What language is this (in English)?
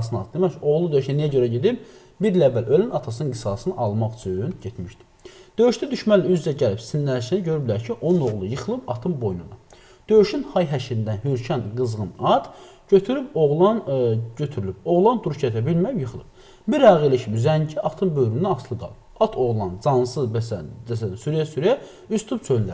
Azerbaijani